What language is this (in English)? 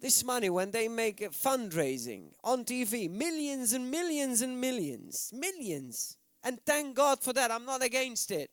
English